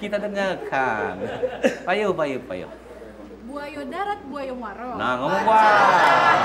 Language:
Musi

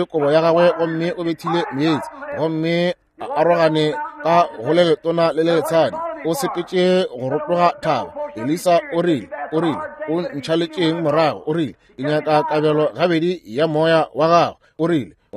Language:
Northern Sotho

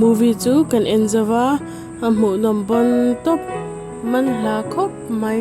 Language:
Mizo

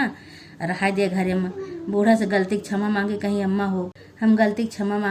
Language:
Awadhi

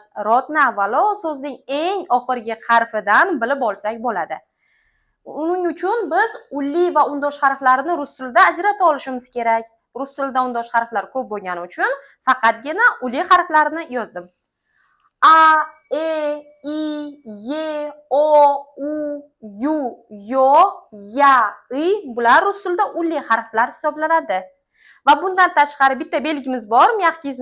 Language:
Uzbek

